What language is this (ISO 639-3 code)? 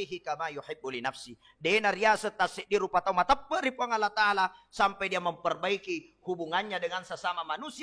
bug